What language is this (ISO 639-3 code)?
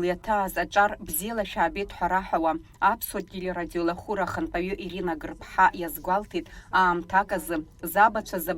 abk